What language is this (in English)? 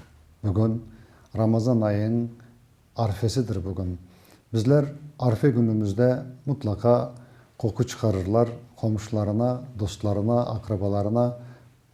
Crimean Tatar